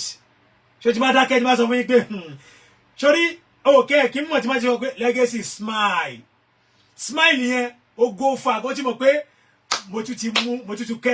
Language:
Yoruba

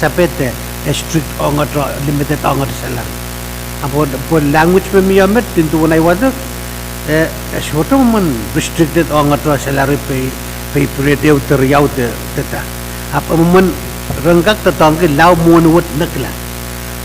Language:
Pohnpeian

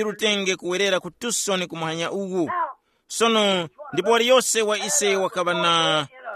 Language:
Tumbuka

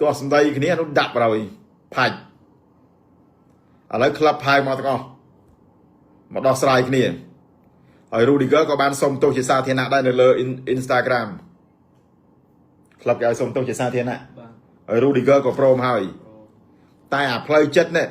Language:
Khmer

